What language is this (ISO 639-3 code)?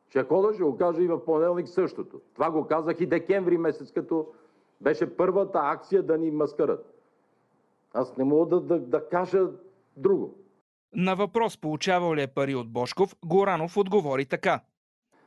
bul